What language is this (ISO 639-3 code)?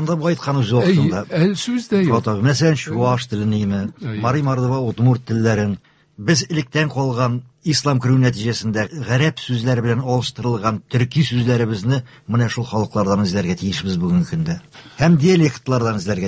tat